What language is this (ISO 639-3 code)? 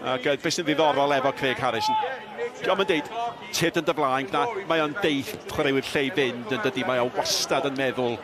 cym